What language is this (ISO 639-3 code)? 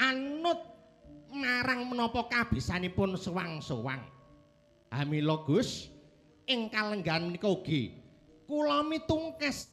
jav